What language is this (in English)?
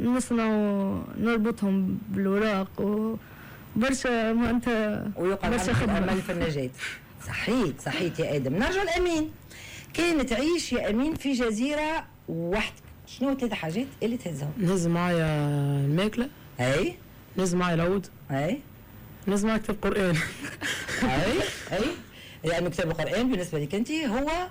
Tunisian Arabic